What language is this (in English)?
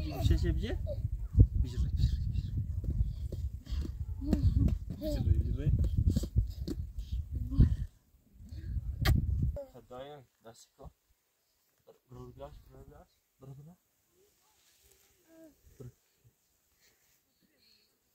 Persian